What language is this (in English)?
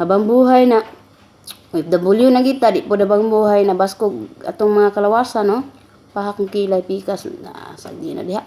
Cebuano